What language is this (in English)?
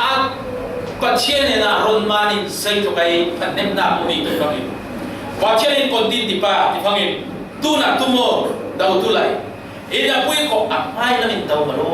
Falam Chin